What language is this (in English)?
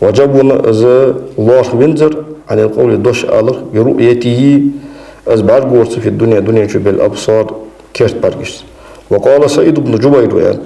Ingush